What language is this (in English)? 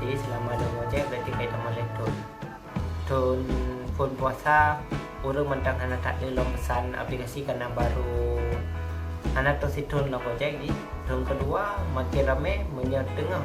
Achinese